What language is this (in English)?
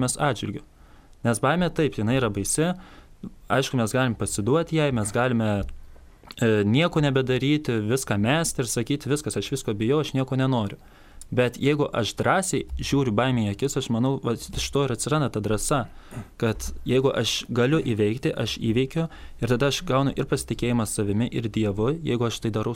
Lithuanian